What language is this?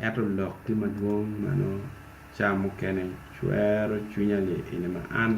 Acoli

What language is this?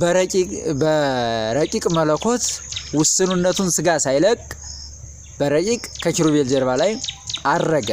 Amharic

